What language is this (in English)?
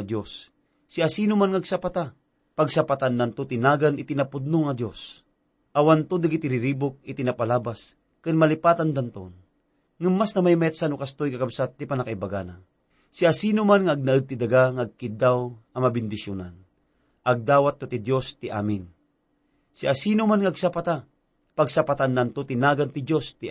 Iloko